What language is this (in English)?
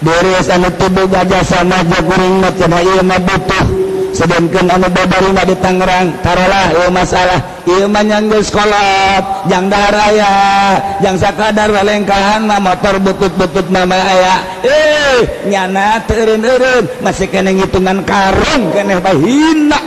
Sundanese